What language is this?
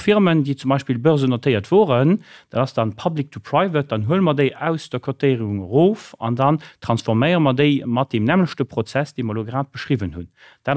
Luxembourgish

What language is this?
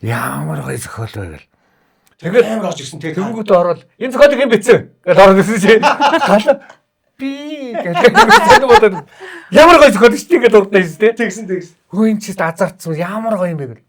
Mongolian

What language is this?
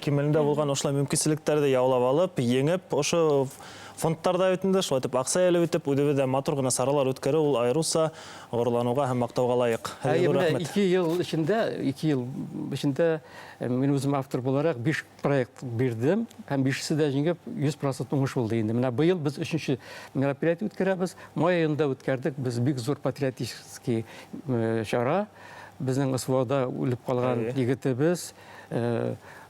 Bashkir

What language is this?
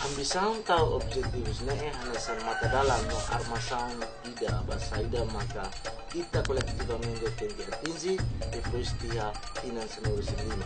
Tetum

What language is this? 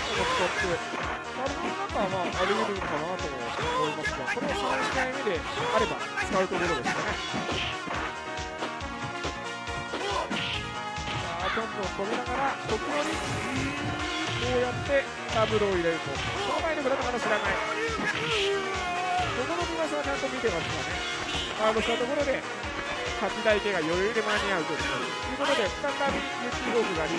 Japanese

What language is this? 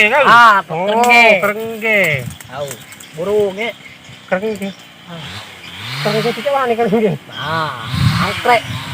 Musi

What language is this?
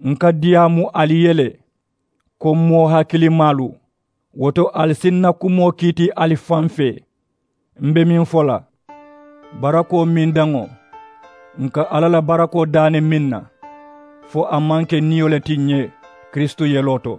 Mandingo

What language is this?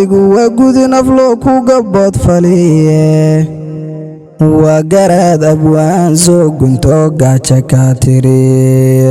Somali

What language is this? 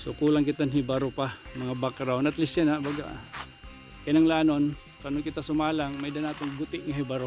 Waray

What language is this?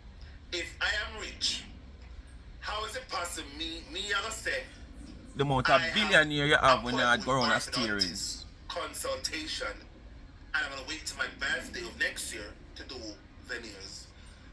Jamaican Creole English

